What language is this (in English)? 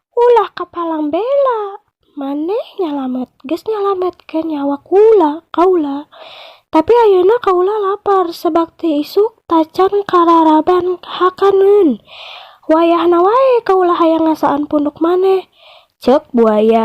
Sundanese